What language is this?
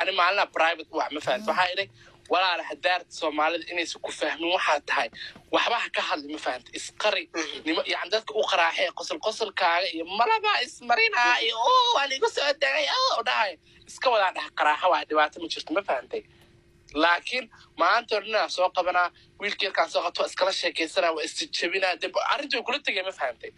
Somali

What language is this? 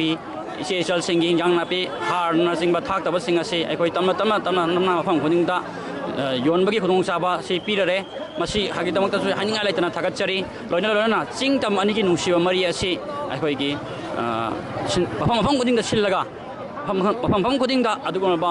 Manipuri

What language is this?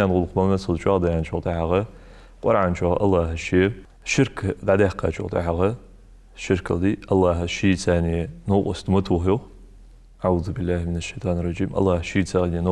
Ingush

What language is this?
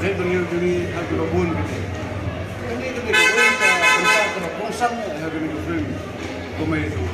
Khasi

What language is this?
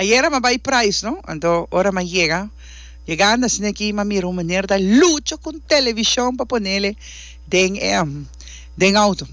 Papiamento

